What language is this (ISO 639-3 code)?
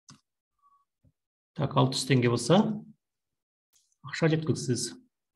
kaz